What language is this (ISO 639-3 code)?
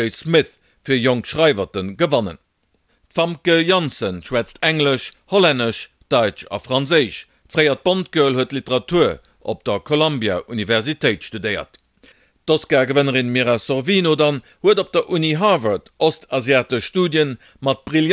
ltz